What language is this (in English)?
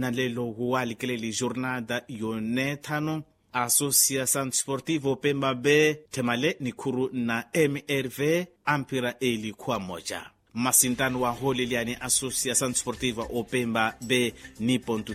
Makhuwa